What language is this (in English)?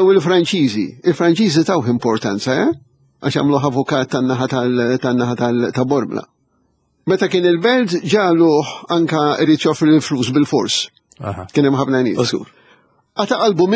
Maltese